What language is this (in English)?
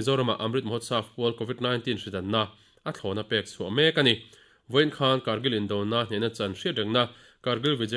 Mizo